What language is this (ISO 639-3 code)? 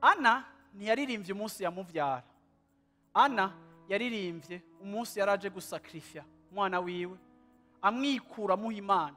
run